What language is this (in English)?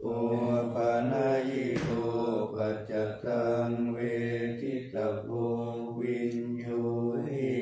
Pali